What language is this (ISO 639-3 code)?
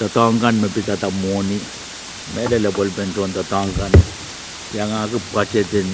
pon